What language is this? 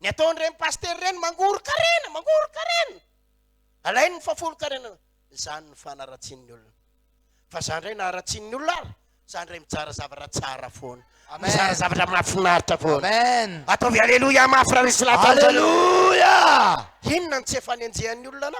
Malagasy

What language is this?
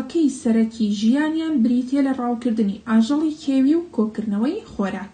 Central Kurdish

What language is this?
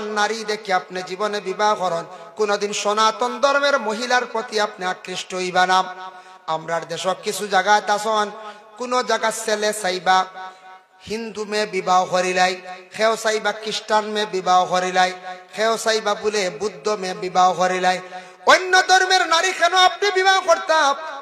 Sylheti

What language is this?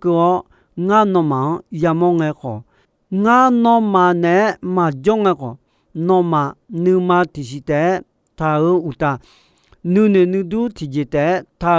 Akha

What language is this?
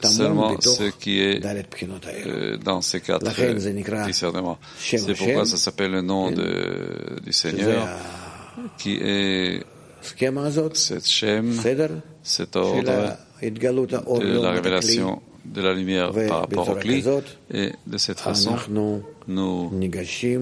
French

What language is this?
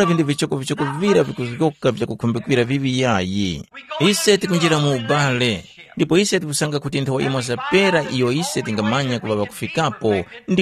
Tumbuka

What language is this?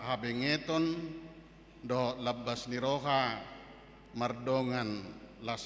Batak Toba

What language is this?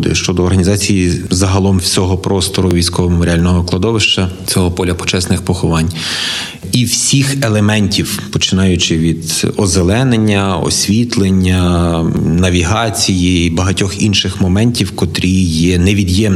Ukrainian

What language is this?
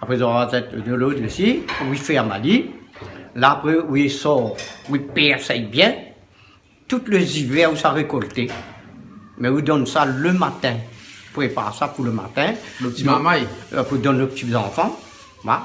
Réunion Creole French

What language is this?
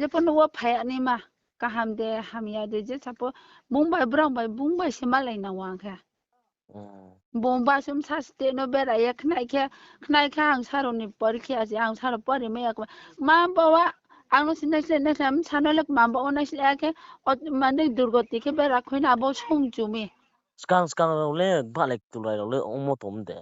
Riang (India)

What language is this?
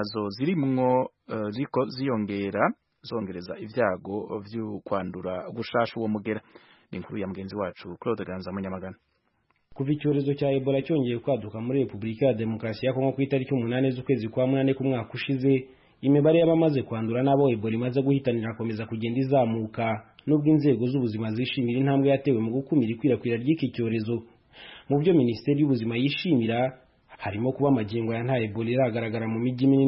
Kinyarwanda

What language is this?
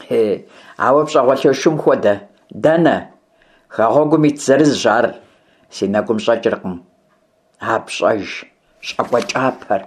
Kabardian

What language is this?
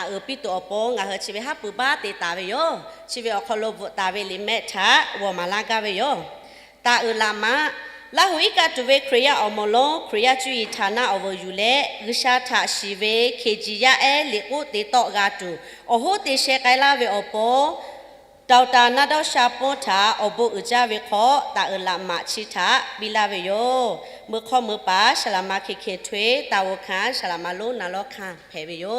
Lahu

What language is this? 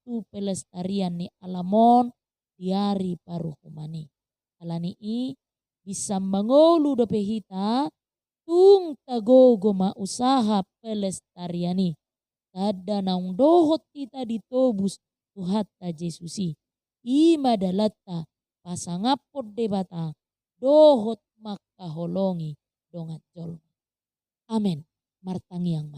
Batak Toba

